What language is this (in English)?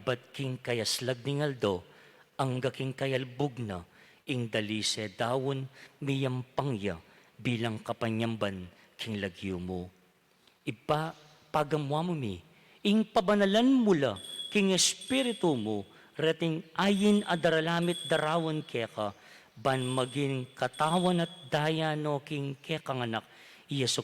Pampanga